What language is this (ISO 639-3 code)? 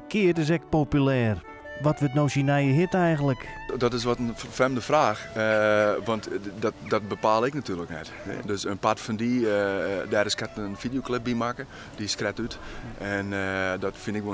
fry